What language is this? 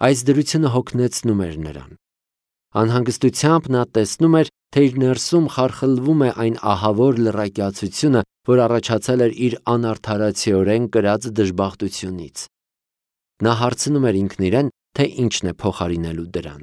Armenian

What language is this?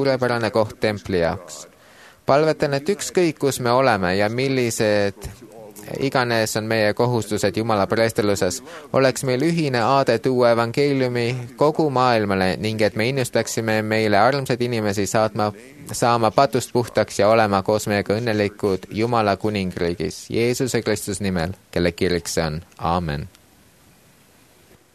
Estonian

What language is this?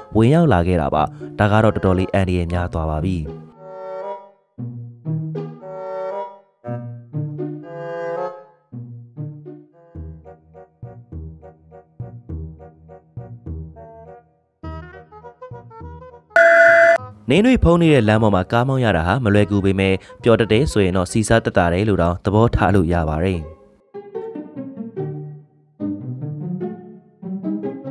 Burmese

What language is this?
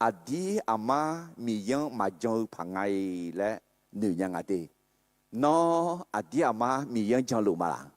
Akha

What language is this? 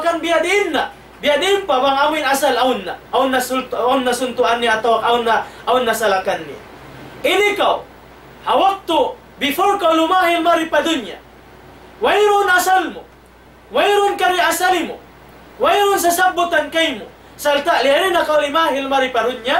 Tausug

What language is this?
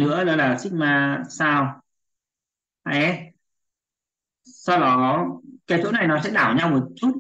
Vietnamese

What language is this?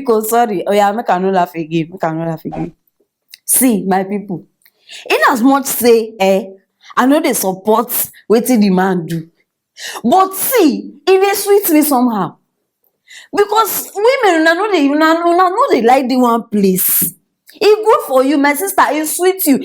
Nigerian Pidgin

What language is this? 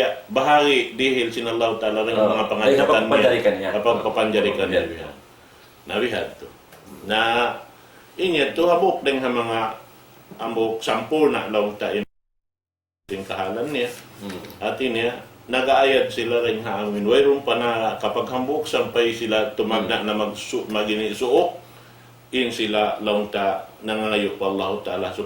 Tausug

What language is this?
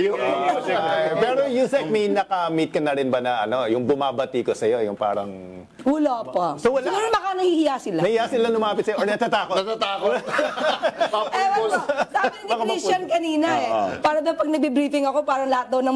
Filipino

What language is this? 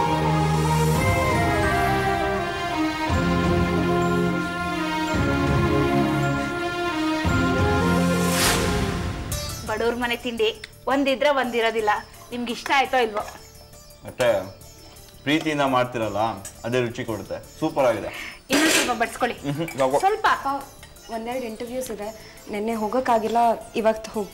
Kannada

